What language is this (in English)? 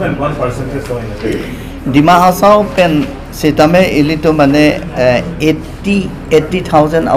Karbi